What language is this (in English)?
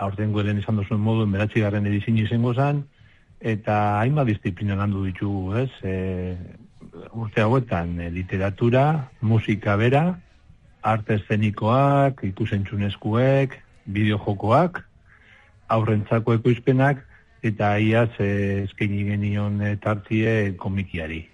Basque